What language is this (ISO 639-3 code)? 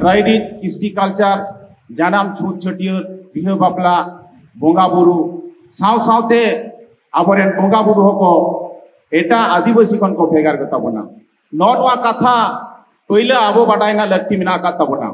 sat